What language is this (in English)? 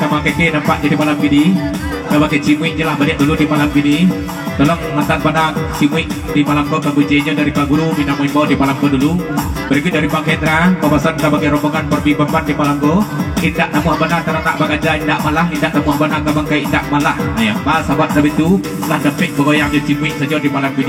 Minangkabau